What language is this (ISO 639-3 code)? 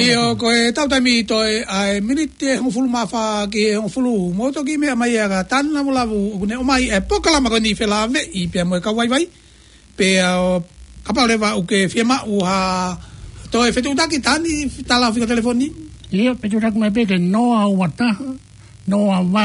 ton